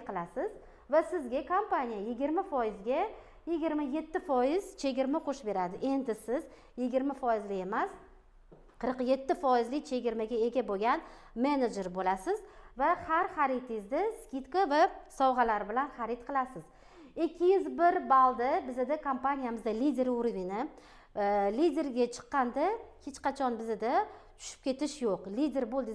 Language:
Uzbek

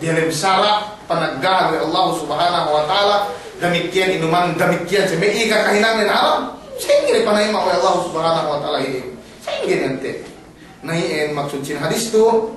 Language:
Yakan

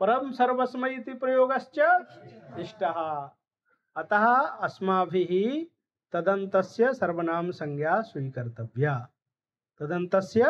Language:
Sanskrit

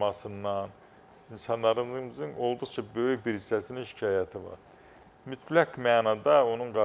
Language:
Azerbaijani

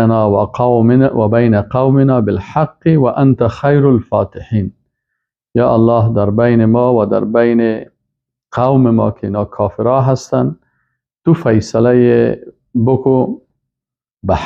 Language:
Persian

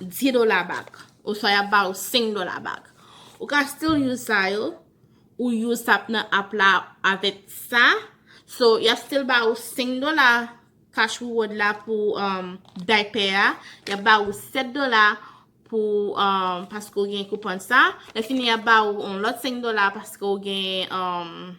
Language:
Haitian Creole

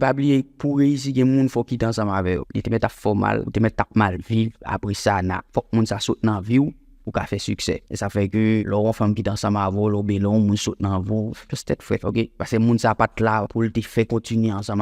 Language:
Haitian Creole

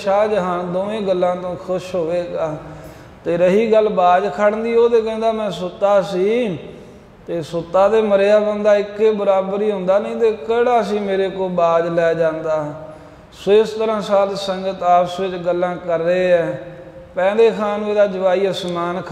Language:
Punjabi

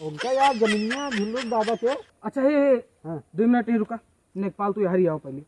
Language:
Awadhi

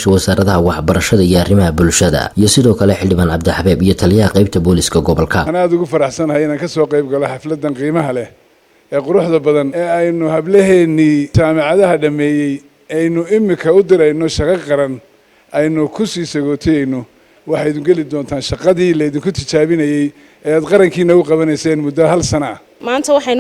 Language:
Somali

